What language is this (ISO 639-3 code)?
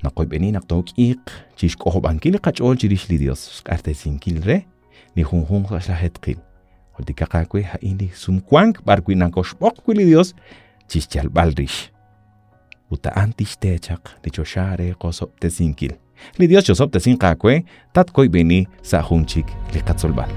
kek